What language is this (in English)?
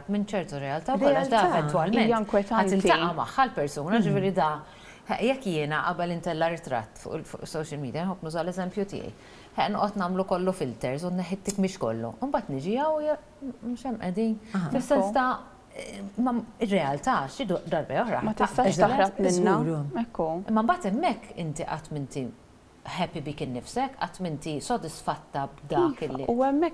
Maltese